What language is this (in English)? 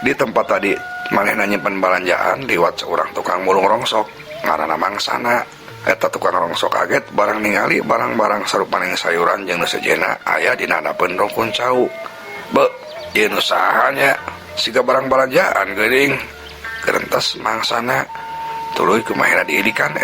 Sundanese